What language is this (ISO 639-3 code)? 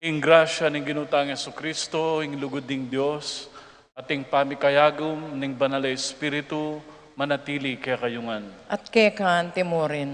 pam